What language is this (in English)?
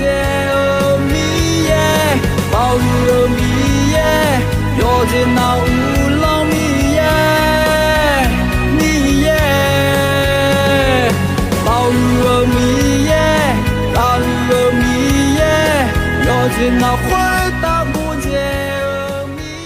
Akha